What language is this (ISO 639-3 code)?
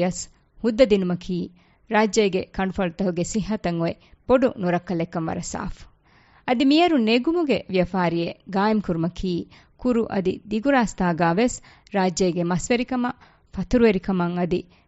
div